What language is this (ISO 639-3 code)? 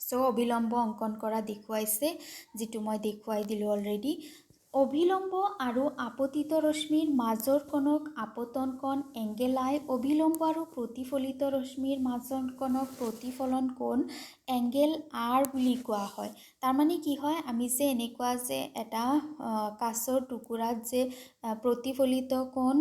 asm